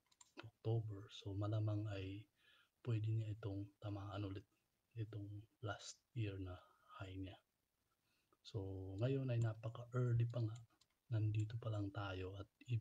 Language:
Filipino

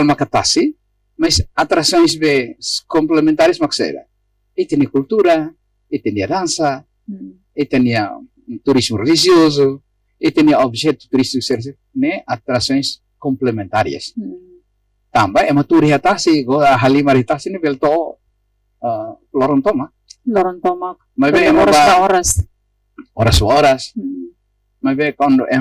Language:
Tetum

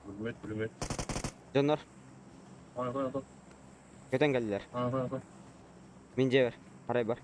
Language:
Yakut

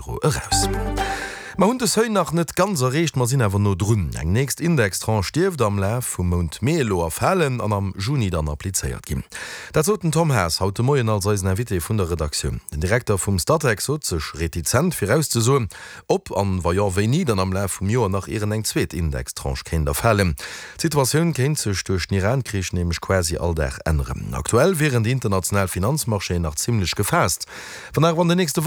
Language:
Luxembourgish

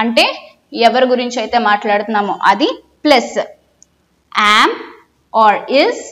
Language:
Telugu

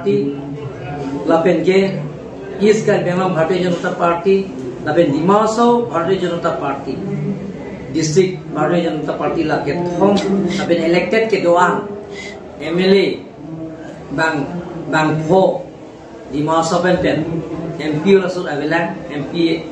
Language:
Karbi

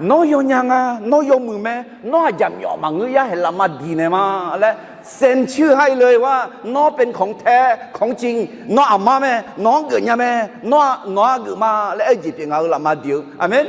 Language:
Akha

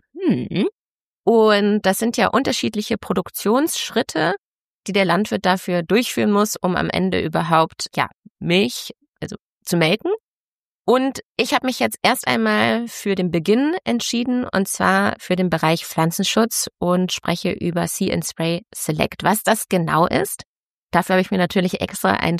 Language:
German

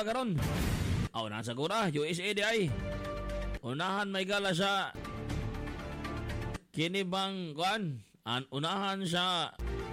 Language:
Cebuano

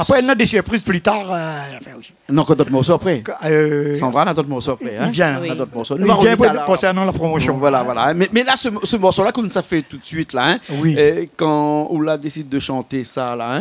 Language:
Réunion Creole French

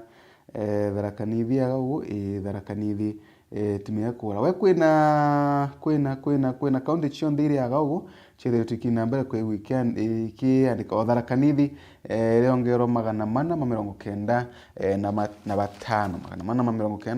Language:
Meru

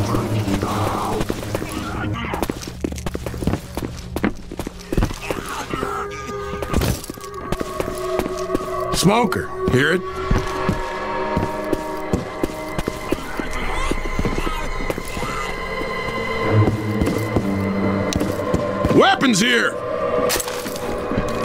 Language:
English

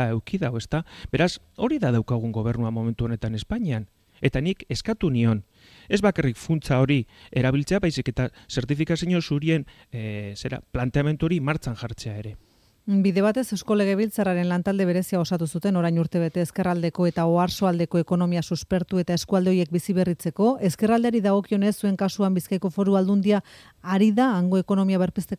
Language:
Basque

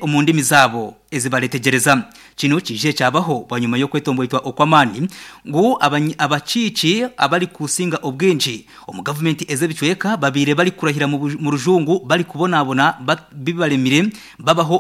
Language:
Nyankole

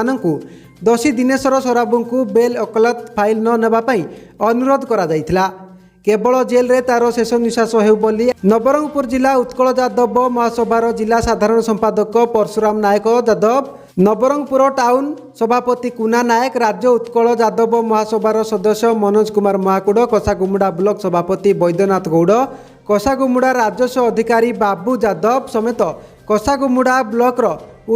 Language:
Odia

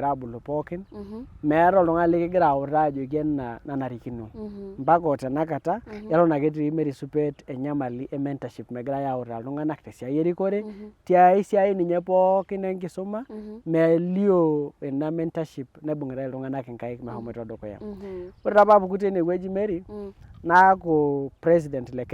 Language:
Masai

